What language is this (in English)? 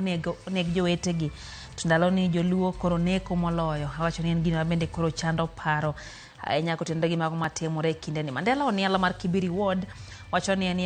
Luo (Kenya and Tanzania)